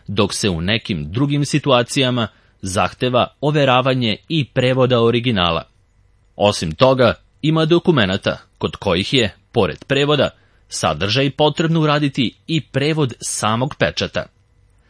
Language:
Serbian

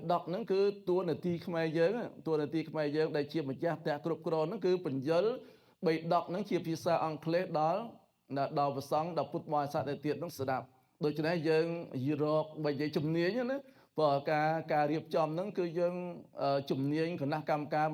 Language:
Khmer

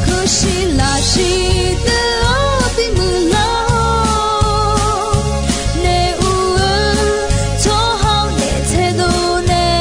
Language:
Akha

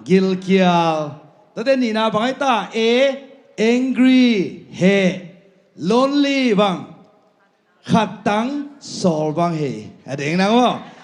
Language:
Tedim Chin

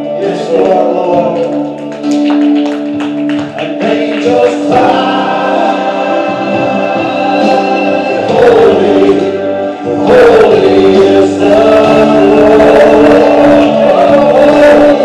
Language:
English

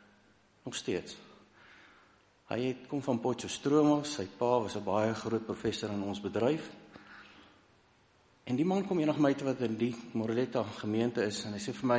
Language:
Afrikaans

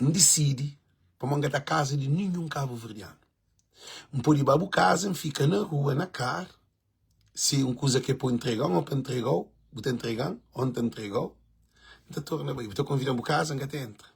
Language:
Kabuverdianu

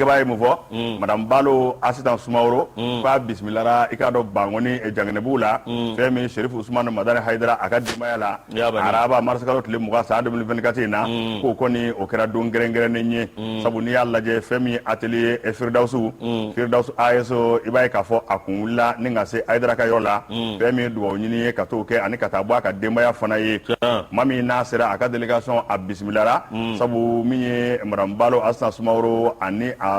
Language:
Bambara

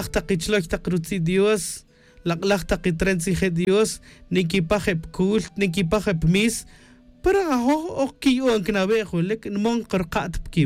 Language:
Tz'utujil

